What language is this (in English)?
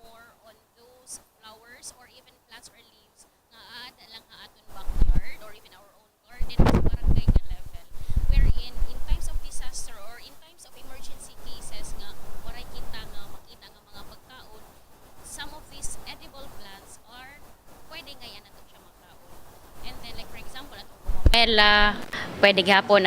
Waray